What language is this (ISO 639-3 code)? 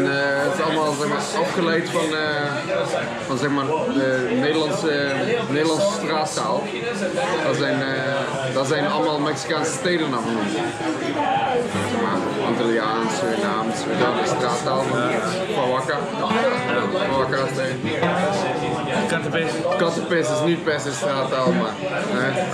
nld